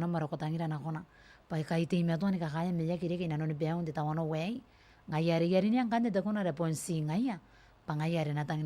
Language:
Gilbertese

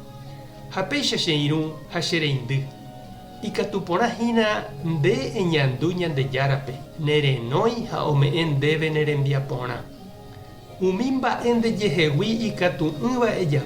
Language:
Guarani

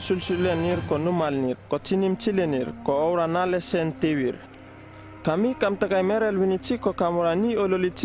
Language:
Uripiv-Wala-Rano-Atchin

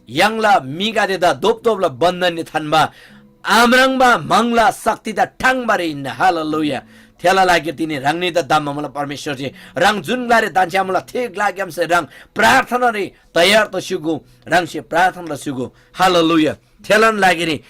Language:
Eastern Tamang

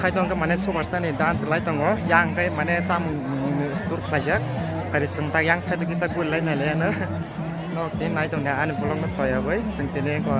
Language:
Kok Borok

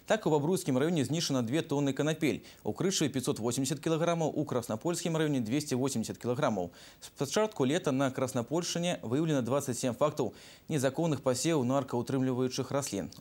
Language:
Belarusian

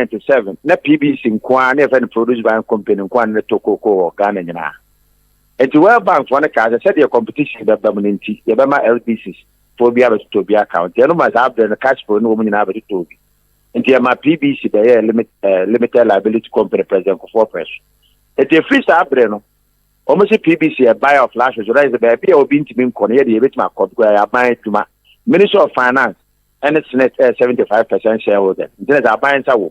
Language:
Akan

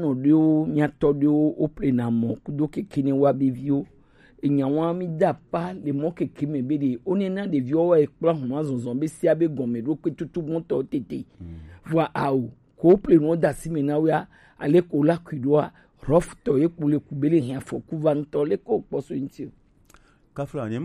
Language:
Gen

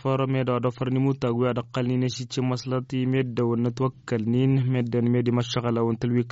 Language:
Tamasheq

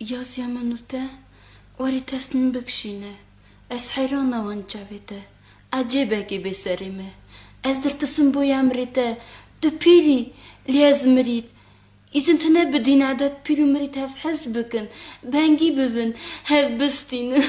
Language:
Kurdish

